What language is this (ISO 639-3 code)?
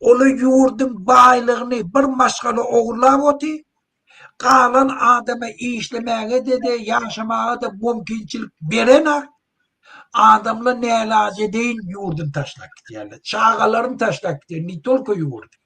tuk